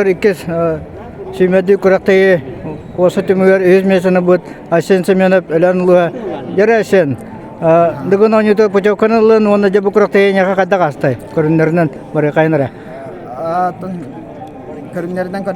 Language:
Yakut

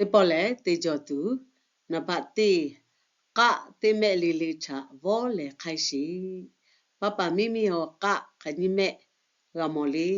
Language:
Lahu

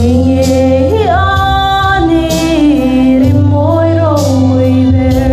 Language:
Hmar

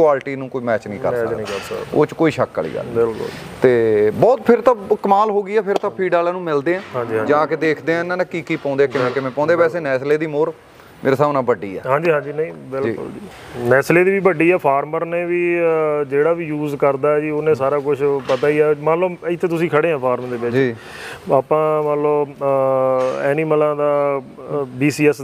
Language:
Punjabi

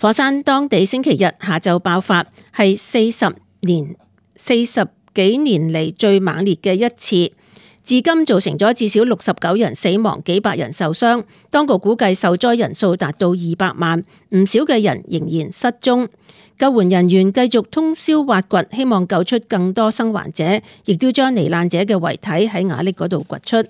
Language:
Cantonese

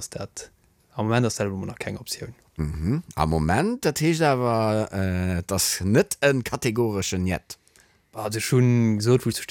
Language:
Luxembourgish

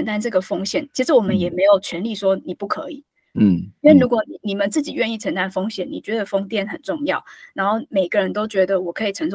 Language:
Chinese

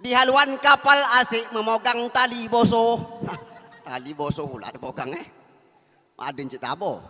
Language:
Minangkabau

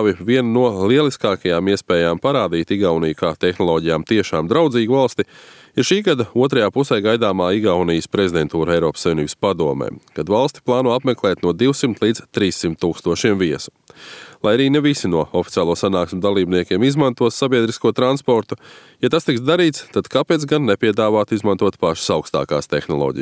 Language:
Latvian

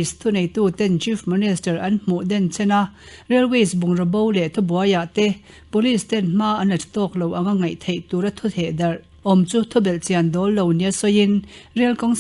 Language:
Mizo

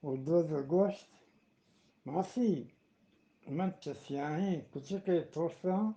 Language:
Eastern Balochi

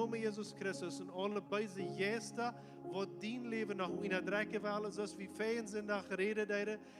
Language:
Plautdietsch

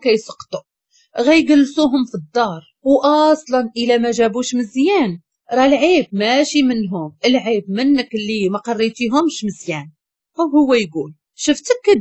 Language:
Moroccan Arabic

